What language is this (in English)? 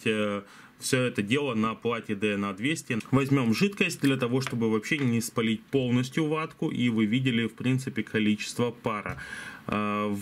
Russian